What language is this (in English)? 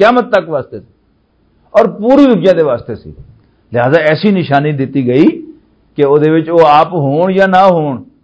Western Panjabi